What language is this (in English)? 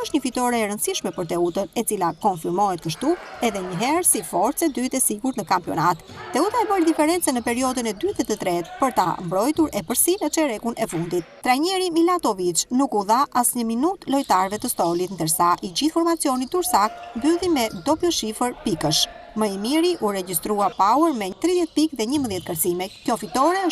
Albanian